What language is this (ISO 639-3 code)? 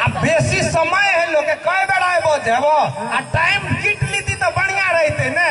mai